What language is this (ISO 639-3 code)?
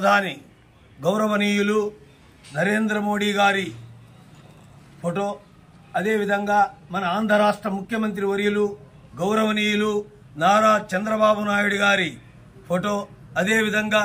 tel